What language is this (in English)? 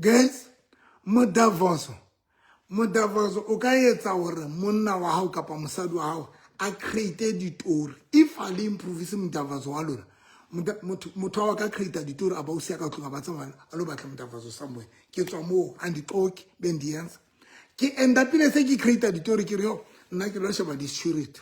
Southern Sotho